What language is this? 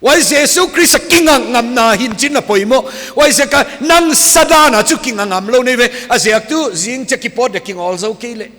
Paite Chin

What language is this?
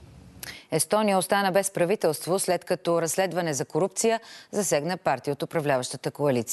Bulgarian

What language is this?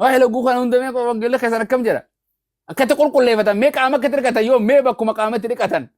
Oromo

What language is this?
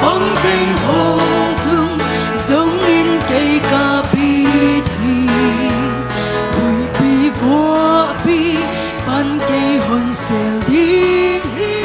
Paite Chin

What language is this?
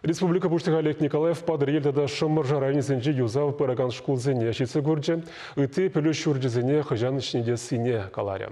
Chuvash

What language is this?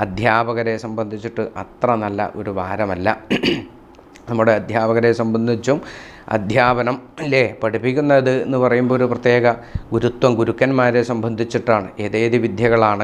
Malayalam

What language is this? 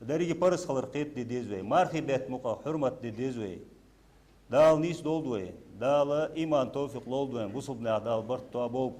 Ingush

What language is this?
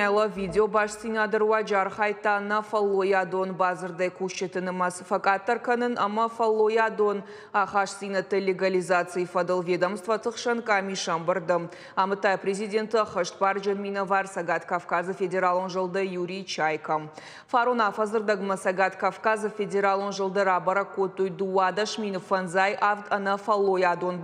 Ossetic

